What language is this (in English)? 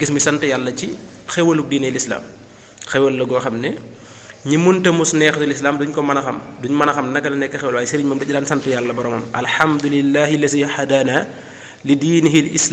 Wolof